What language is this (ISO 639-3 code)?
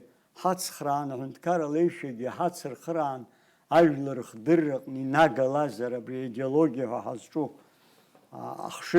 abk